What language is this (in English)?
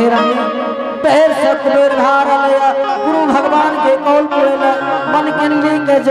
Angika